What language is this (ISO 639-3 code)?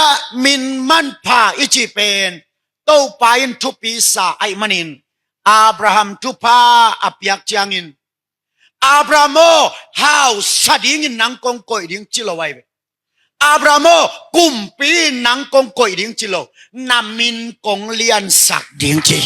ctd